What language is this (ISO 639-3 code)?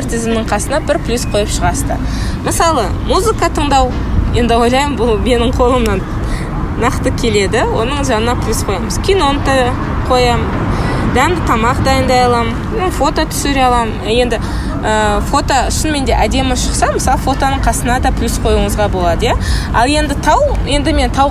kaz